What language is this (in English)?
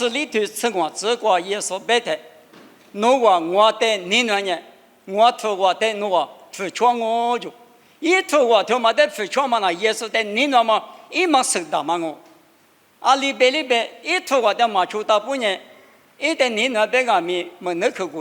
Lisu